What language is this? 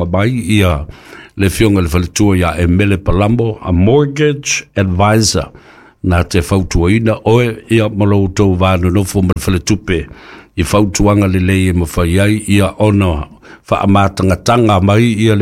Samoan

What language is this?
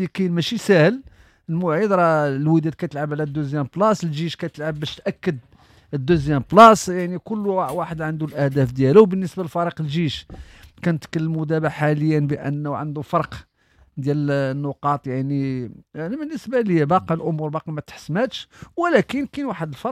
Moroccan Arabic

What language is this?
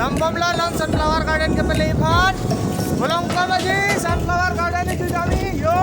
Karbi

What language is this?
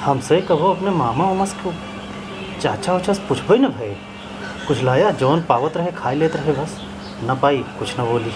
Awadhi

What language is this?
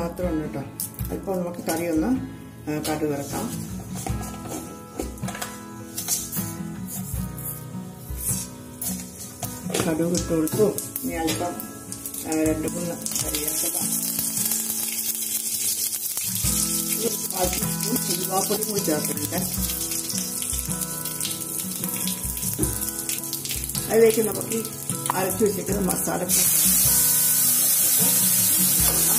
Malayalam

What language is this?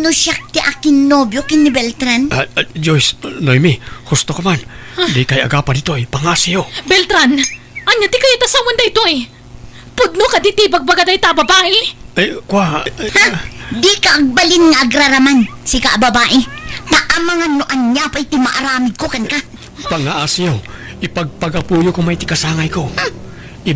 Iloko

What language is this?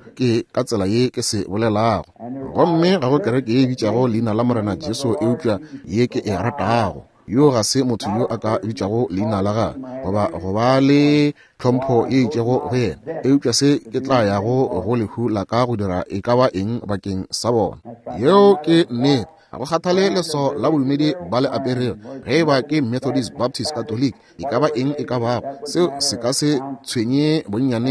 Northern Sotho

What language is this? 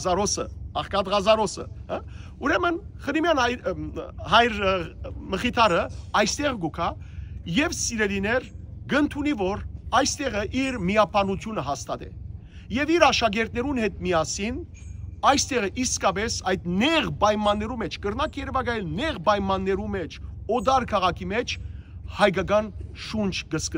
Western Armenian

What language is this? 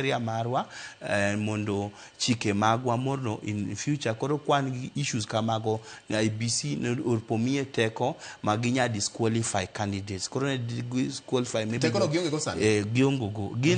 Luo (Kenya and Tanzania)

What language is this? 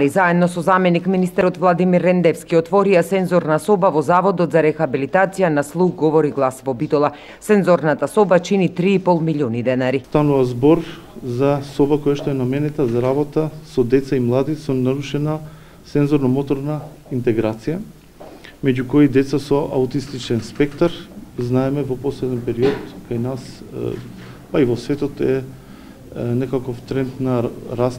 Macedonian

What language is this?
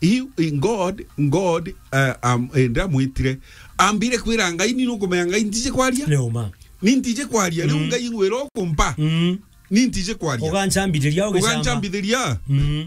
Meru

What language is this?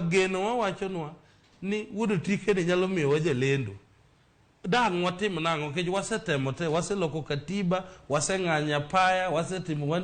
Luo (Kenya and Tanzania)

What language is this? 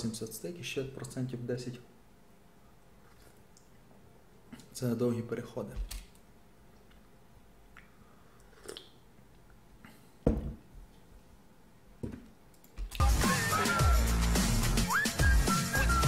Ukrainian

